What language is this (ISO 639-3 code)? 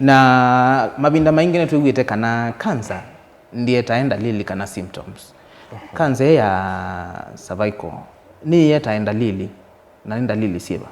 kam